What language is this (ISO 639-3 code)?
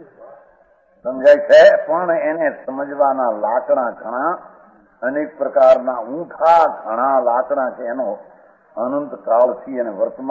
guj